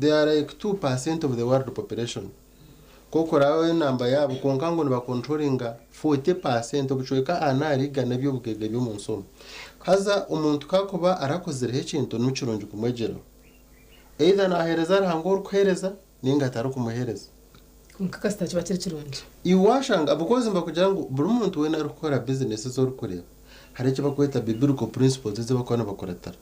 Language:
Nyankole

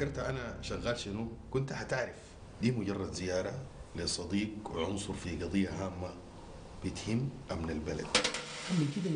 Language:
Sudanese Arabic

